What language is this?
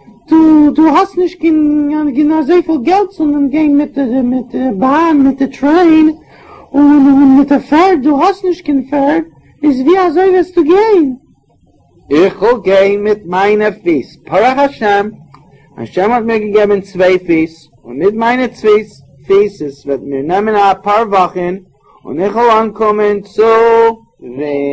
Yiddish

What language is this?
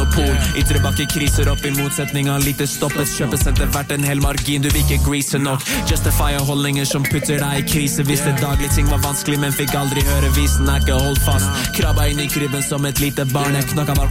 Norwegian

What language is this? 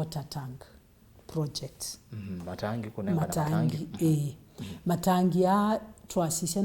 Kamba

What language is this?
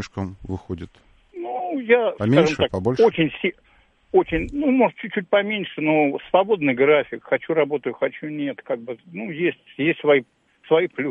Russian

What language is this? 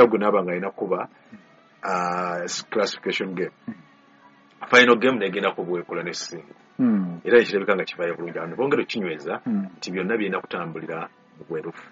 Ganda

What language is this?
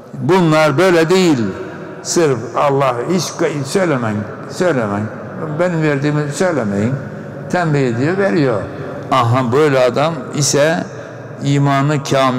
Turkish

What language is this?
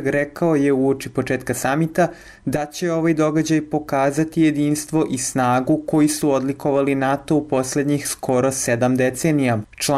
Serbian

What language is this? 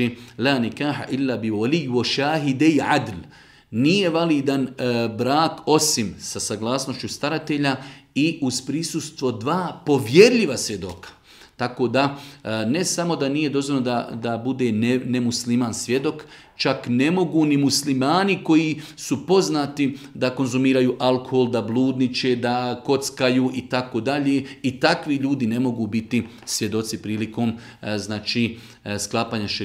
Bosnian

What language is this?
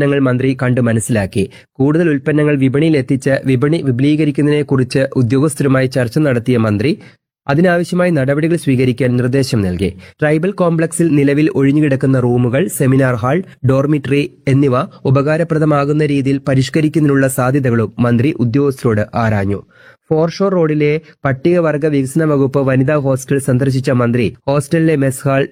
Malayalam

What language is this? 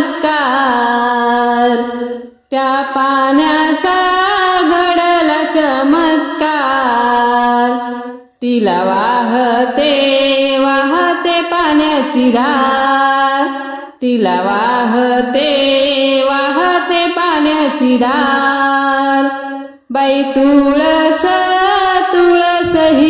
Marathi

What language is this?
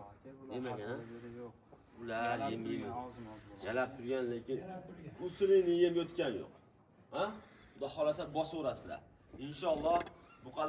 Uzbek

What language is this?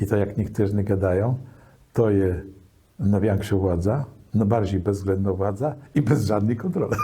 Kashubian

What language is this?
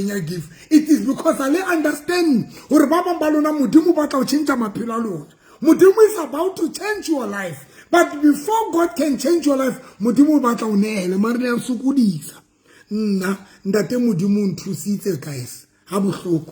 Southern Sotho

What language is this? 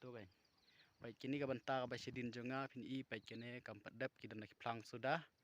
Khasi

